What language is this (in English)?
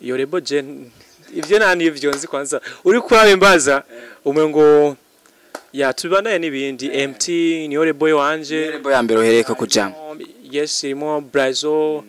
Rundi